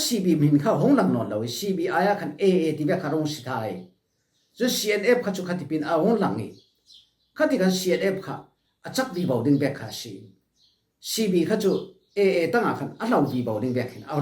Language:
Falam Chin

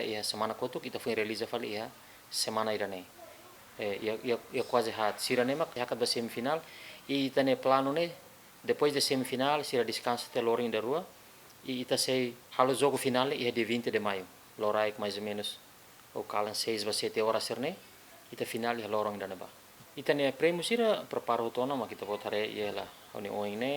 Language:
Tetum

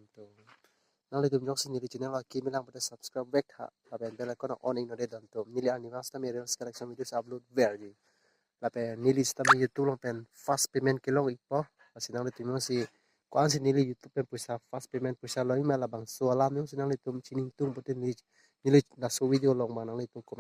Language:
Karbi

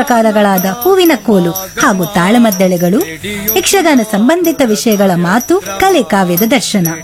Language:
Kannada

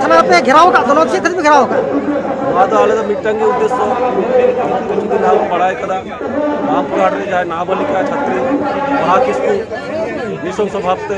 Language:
Santali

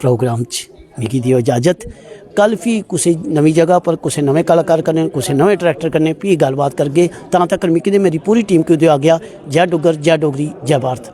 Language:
Dogri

